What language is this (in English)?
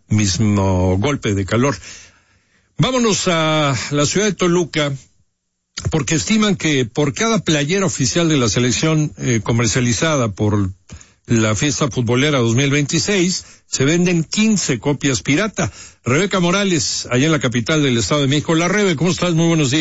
Spanish